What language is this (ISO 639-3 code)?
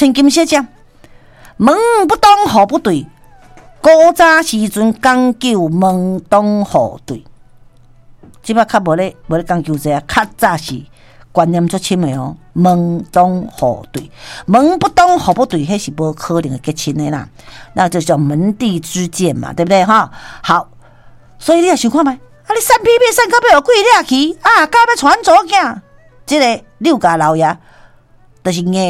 nan